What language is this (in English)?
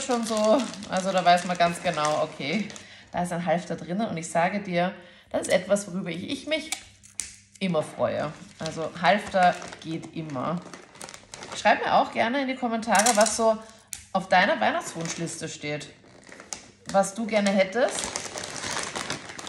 German